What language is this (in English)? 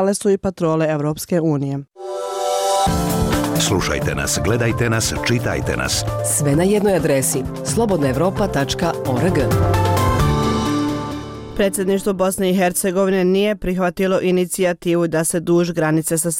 Bosnian